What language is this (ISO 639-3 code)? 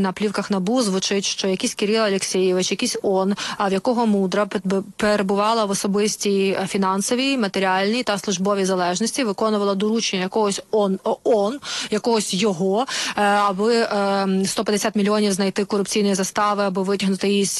ukr